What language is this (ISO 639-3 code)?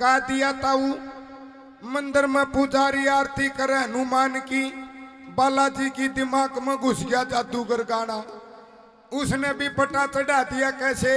bgc